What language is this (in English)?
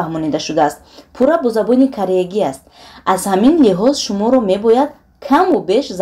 Tajik